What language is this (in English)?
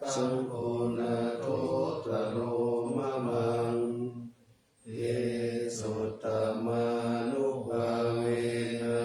Pali